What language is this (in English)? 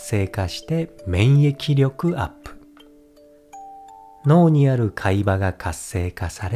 Japanese